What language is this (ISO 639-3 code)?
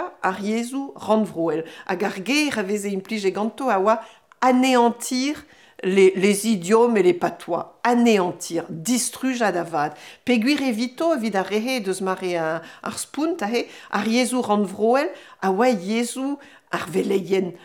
bre